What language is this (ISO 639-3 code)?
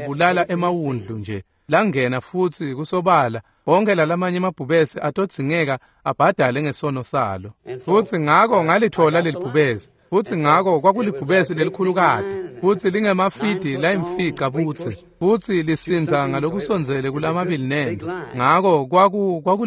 ssw